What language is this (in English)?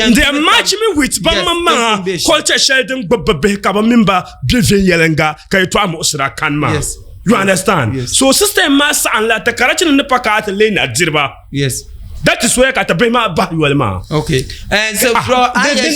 Dagbani